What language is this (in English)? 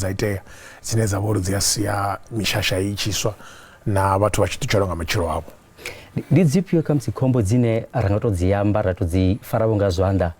Venda